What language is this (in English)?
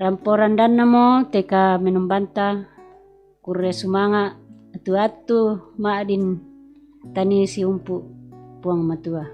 Toraja-Sa'dan